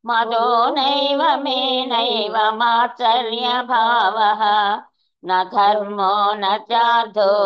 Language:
Sanskrit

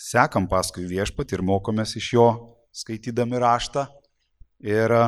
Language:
Lithuanian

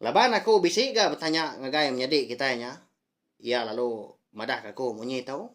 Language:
Iban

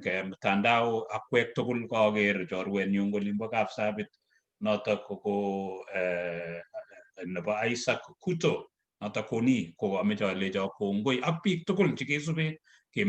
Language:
Kalenjin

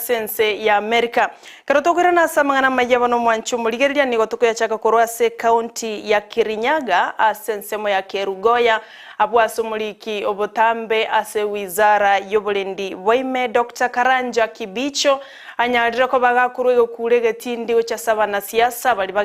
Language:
Gusii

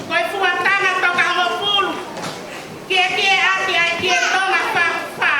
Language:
Tongan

